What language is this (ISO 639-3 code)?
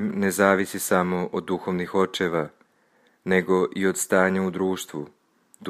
srp